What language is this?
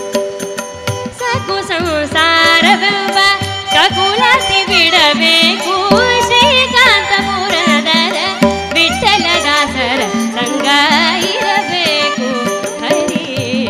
Kannada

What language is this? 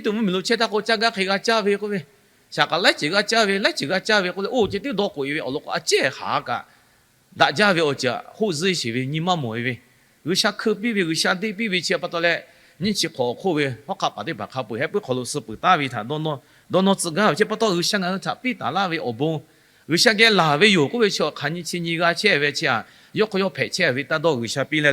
Lahu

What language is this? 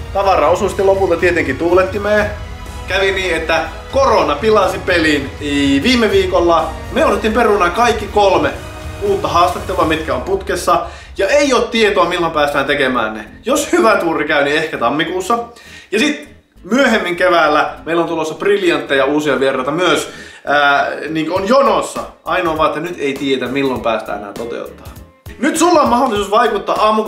Finnish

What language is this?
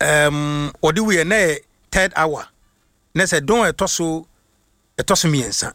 Akan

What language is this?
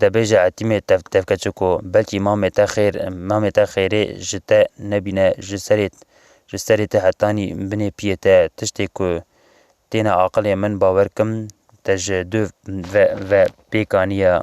Kurdish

